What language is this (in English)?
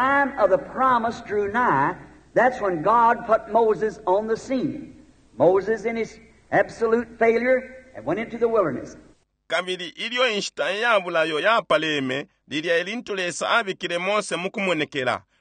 Bemba